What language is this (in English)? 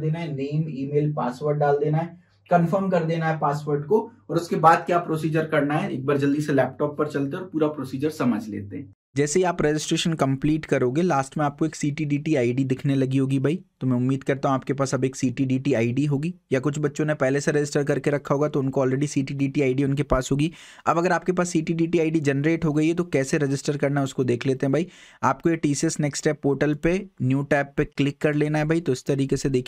Hindi